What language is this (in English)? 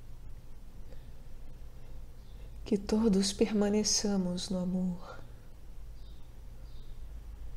Portuguese